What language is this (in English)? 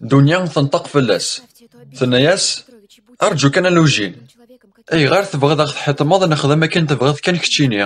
Kabyle